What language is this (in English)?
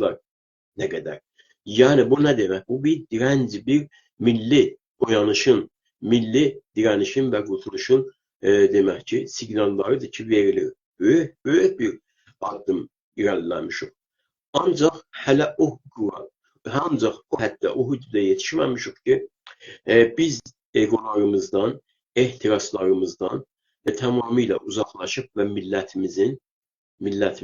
South Azerbaijani